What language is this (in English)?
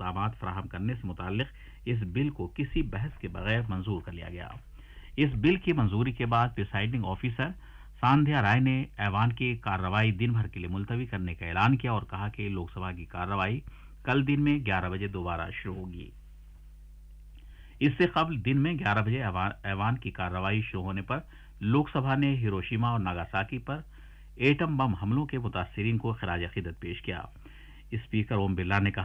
Urdu